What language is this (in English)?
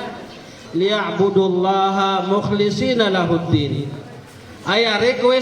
Maranao